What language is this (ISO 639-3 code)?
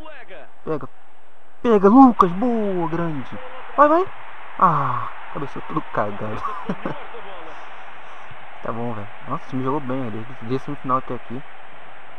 por